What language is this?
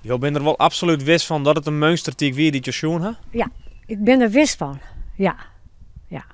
Western Frisian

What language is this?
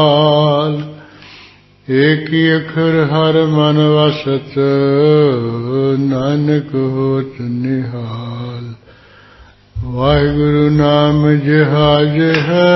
Punjabi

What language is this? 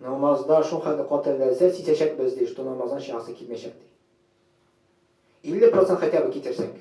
Tatar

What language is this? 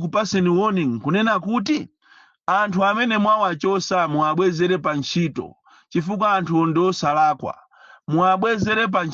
Nyanja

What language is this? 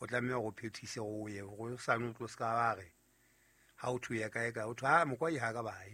Southern Sotho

